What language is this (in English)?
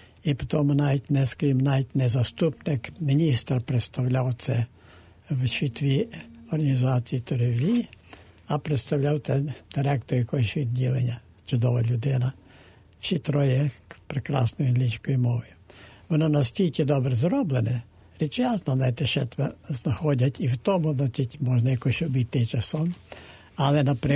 Ukrainian